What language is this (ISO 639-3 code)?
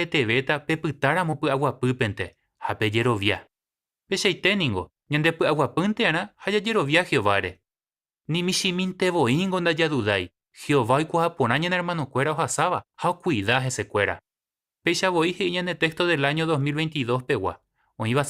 grn